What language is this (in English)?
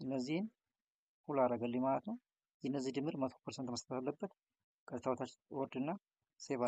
Amharic